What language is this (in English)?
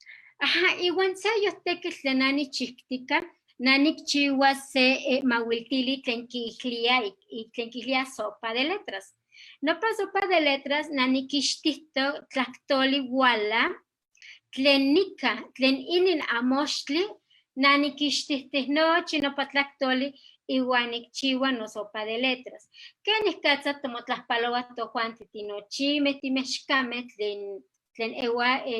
Eastern Huasteca Nahuatl